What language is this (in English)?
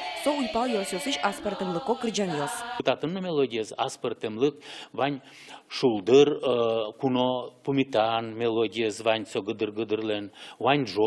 Udmurt